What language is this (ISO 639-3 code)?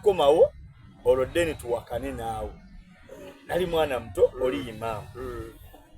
xog